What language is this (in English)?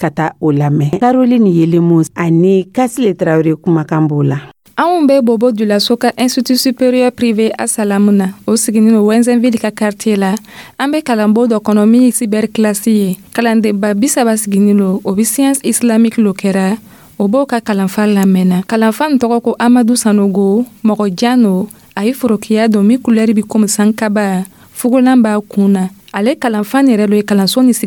Dyula